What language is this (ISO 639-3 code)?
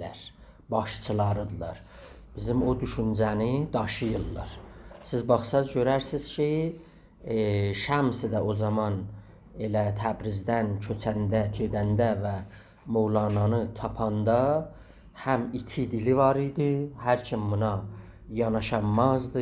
azb